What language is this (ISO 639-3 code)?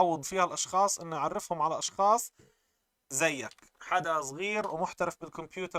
apc